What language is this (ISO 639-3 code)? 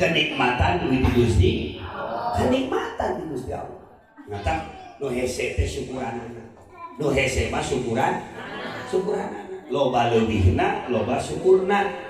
sun